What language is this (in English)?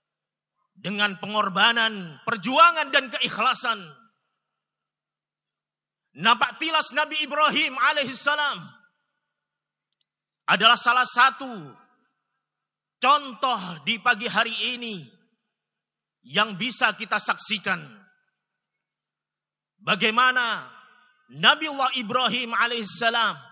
Indonesian